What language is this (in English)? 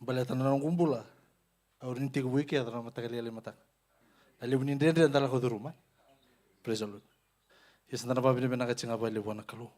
Fijian